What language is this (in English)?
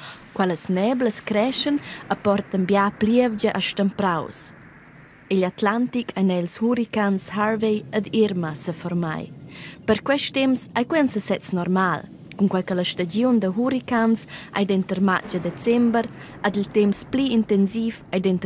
Romansh